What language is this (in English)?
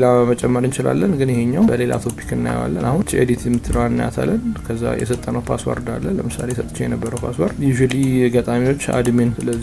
Amharic